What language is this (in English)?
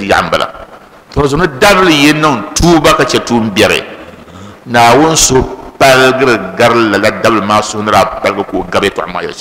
Dagbani